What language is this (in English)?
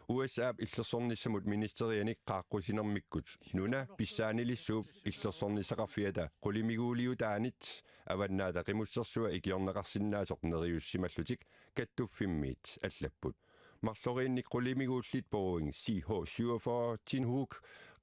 Kalaallisut